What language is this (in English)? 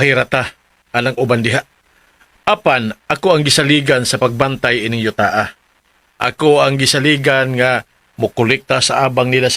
Cebuano